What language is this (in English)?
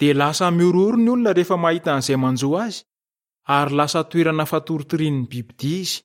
Malagasy